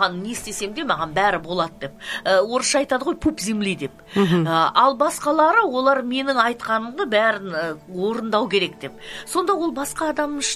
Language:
Kazakh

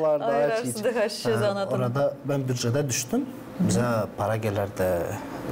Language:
Gagauz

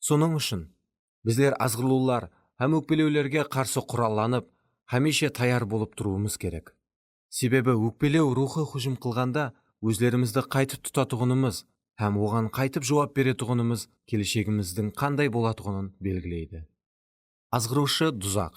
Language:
Kara-Kalpak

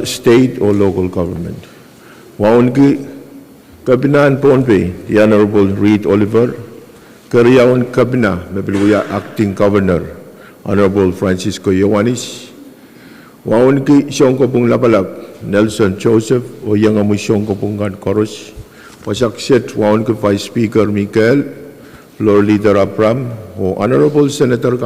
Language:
Pohnpeian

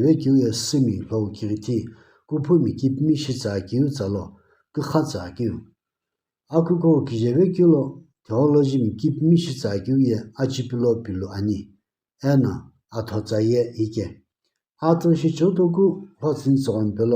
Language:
Sumi Naga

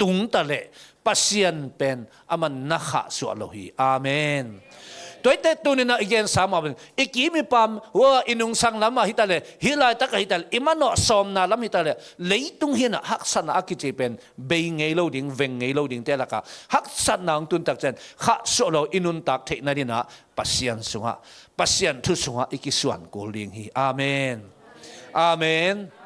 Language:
Tedim Chin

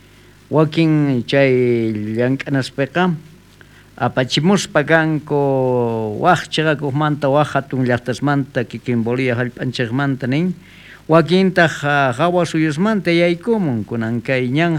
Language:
South Bolivian Quechua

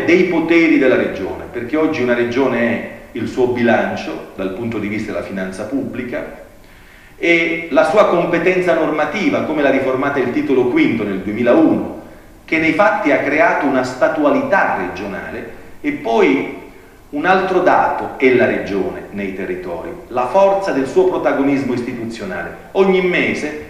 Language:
Italian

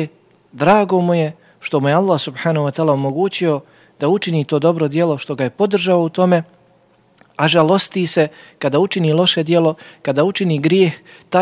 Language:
Bosnian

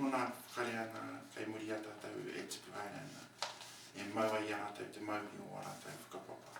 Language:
Māori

